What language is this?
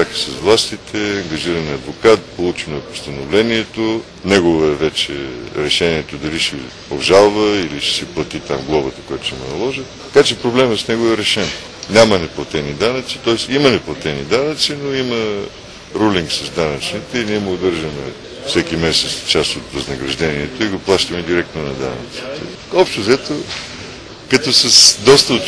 Bulgarian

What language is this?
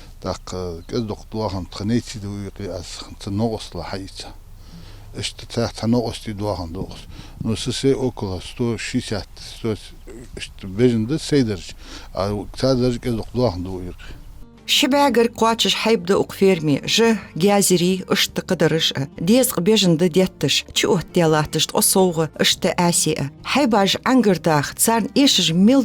Ingush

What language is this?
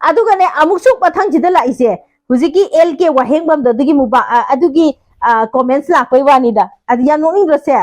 Manipuri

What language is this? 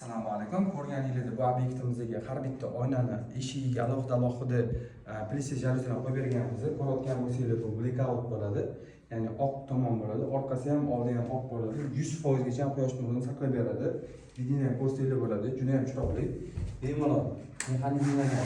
Uzbek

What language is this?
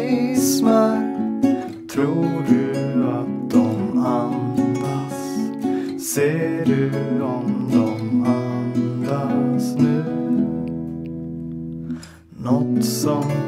Swedish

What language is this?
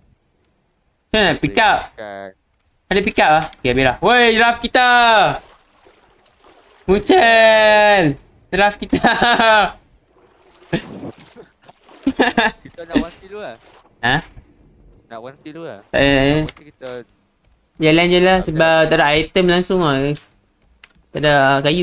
Malay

